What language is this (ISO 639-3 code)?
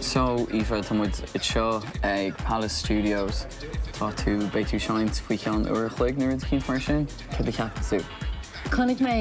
gle